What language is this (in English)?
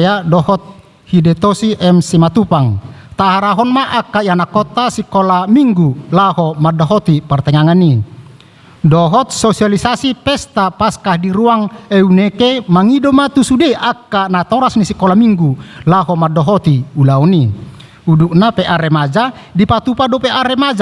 Batak Toba